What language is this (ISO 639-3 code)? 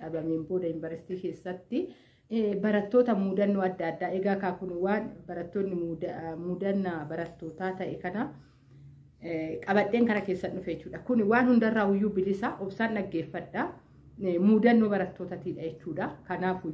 orm